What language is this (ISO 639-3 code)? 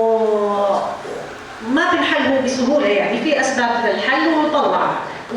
apc